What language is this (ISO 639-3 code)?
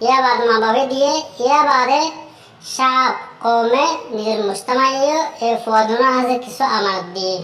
rhg